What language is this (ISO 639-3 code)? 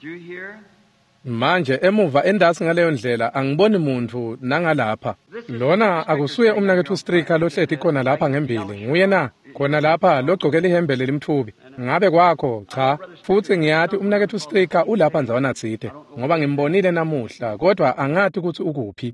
ssw